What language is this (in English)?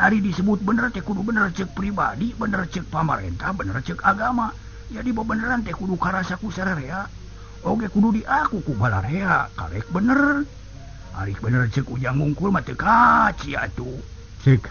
Sundanese